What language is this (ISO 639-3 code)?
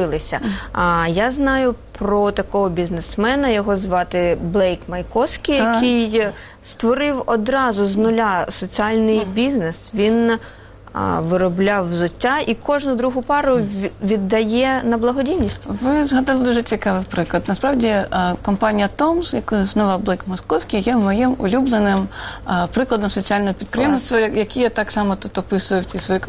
ukr